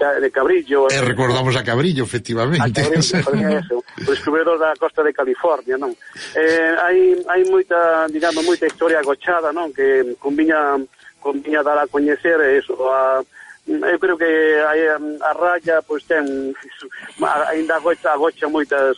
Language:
Galician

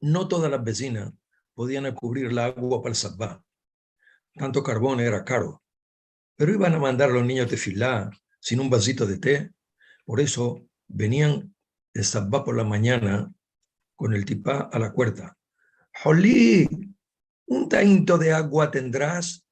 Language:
Ladino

